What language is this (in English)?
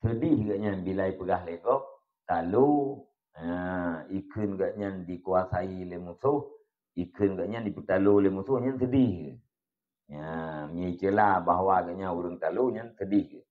Achinese